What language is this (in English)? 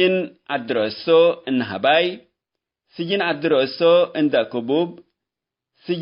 Tigre